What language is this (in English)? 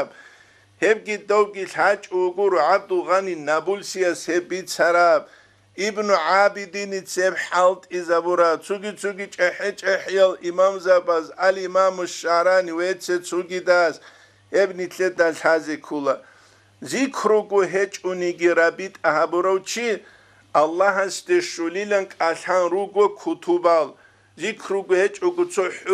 Avaric